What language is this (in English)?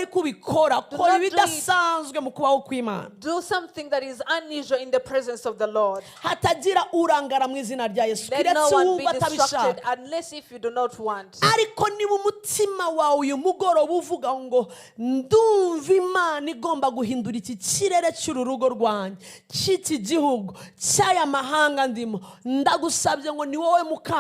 Kinyarwanda